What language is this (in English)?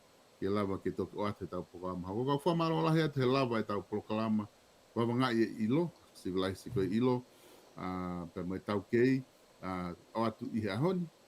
Tongan